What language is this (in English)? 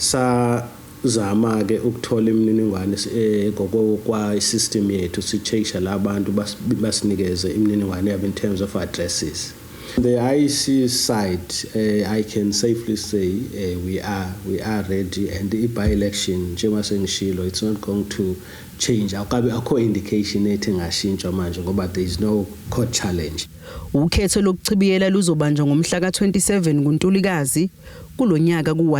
Zulu